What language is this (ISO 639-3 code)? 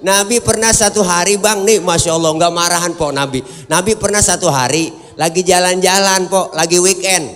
bew